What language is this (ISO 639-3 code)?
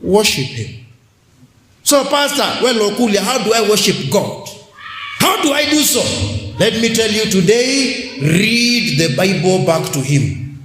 kam